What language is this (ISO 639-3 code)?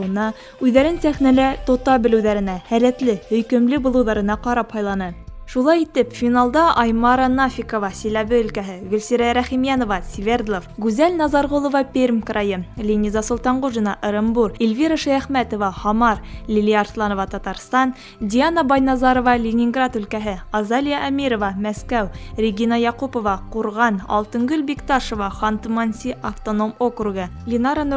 bak